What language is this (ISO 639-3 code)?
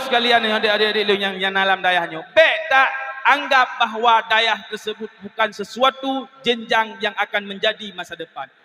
ace